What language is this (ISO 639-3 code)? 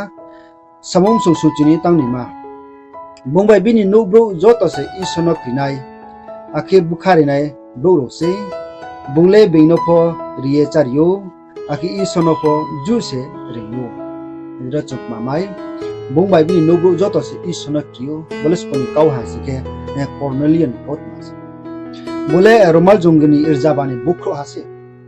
ria